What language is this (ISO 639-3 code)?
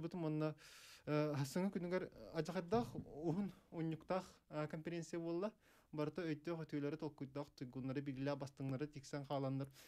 sah